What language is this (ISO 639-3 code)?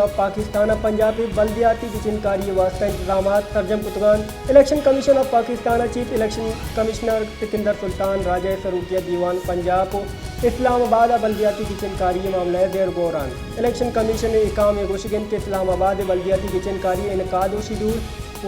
bal